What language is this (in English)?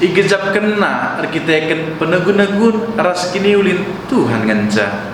Batak Karo